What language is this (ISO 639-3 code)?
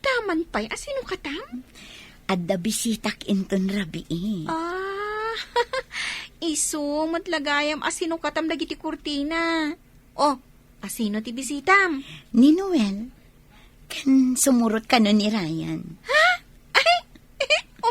ilo